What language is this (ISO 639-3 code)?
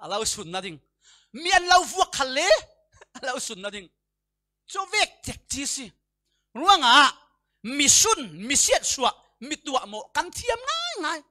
cfm